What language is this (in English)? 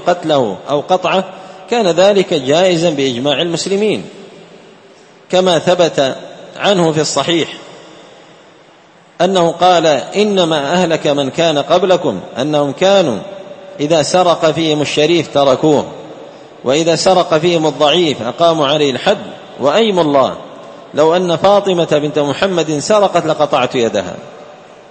Arabic